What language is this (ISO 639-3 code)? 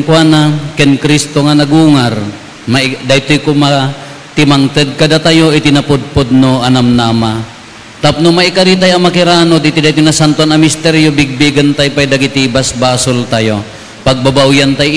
ilo